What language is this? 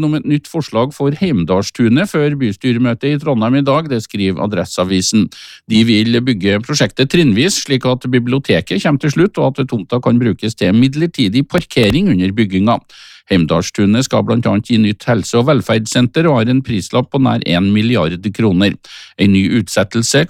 Norwegian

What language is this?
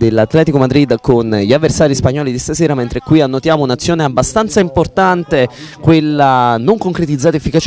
Italian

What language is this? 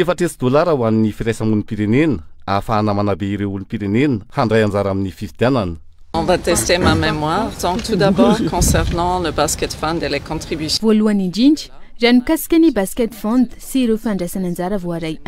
Malagasy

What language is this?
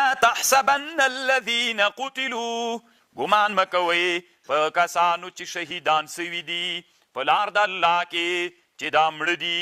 Pashto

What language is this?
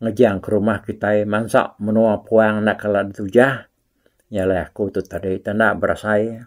Iban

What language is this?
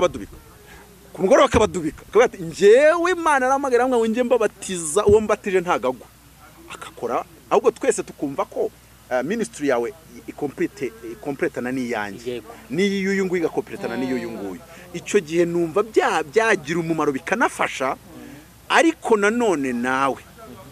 Kinyarwanda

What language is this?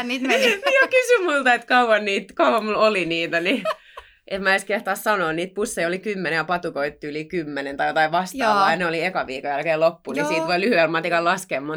Finnish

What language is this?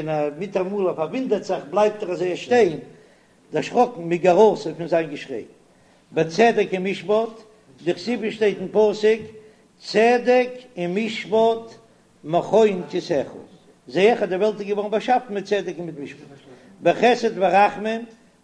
Yiddish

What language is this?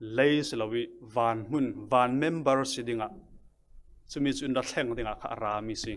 Falam Chin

